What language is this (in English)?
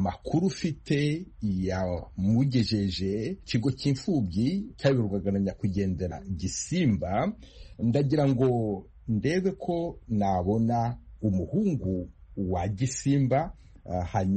Kinyarwanda